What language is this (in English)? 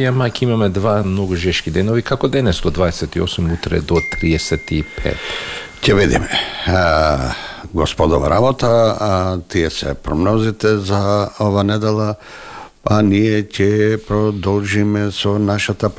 Macedonian